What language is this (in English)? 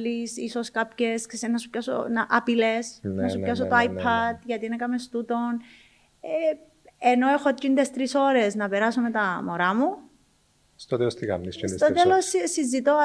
Greek